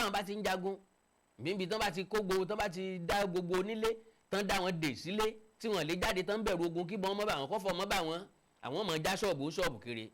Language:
Yoruba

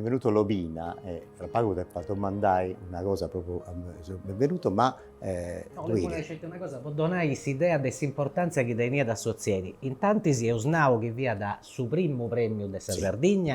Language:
Sardinian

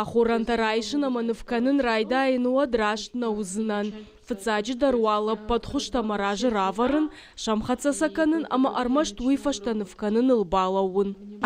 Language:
Ossetic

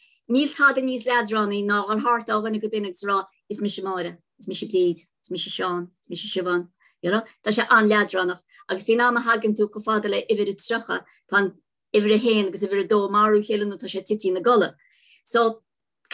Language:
Irish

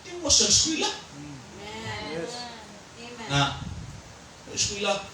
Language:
Cebuano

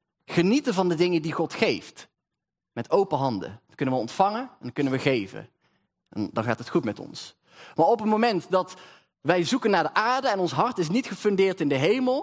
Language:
Dutch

